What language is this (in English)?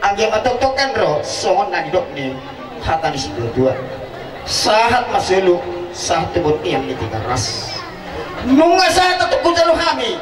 Batak Toba